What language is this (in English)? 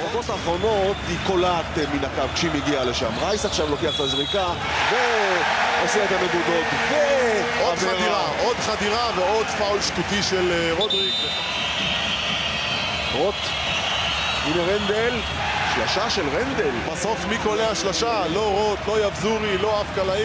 Hebrew